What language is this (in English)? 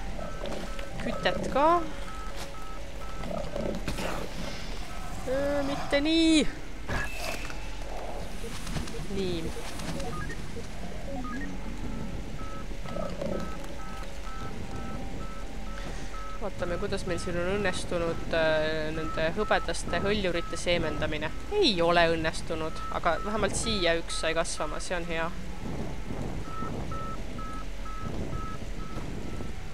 Estonian